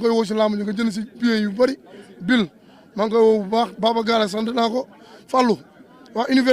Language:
Wolof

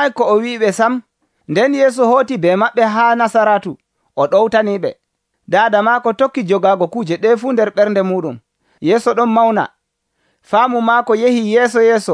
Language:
Nigerian Fulfulde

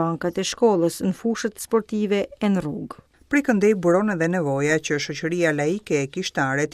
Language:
Albanian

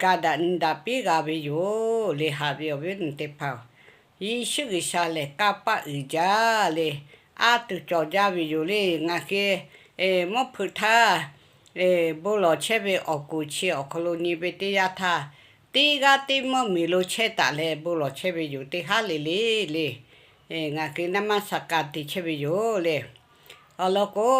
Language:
Lahu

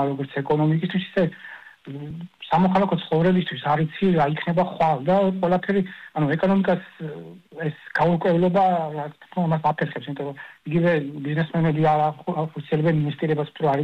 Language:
Georgian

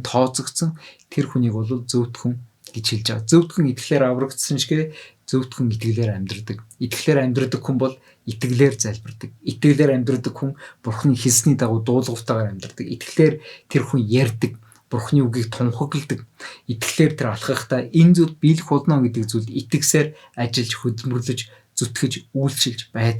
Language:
Mongolian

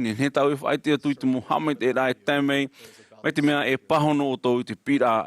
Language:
Tahitian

